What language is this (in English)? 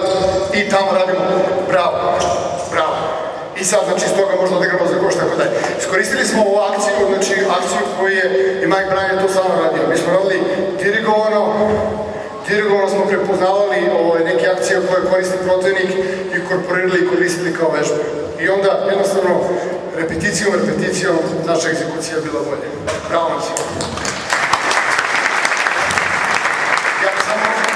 Serbian